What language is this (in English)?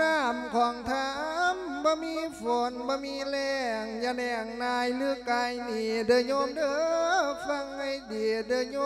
Lao